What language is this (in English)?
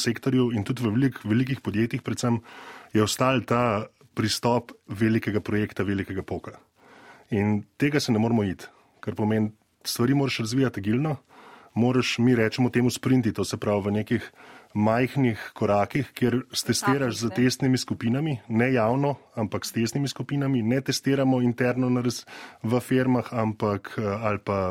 Slovenian